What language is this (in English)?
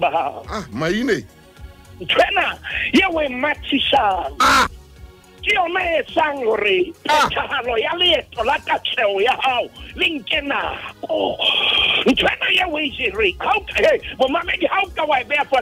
Southern Sotho